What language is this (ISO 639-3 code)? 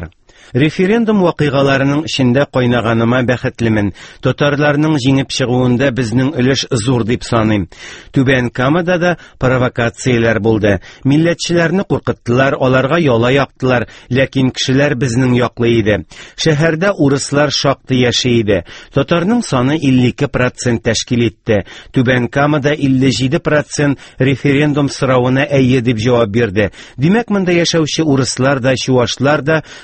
tat